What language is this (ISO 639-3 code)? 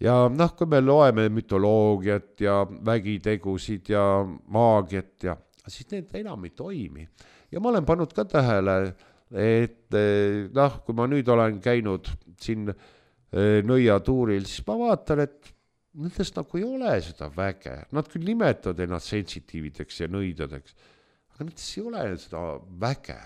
est